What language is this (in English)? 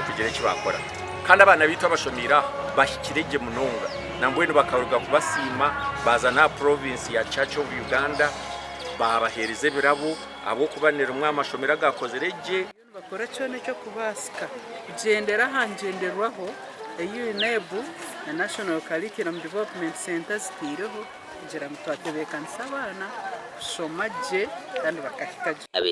Nyankole